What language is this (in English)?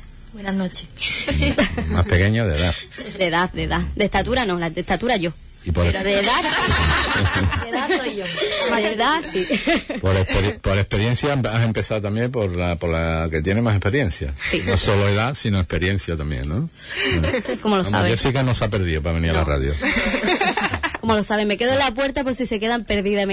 Spanish